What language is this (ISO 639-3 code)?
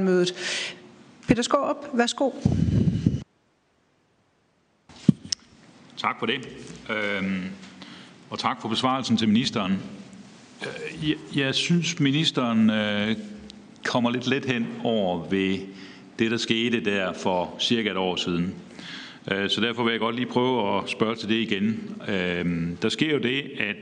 dan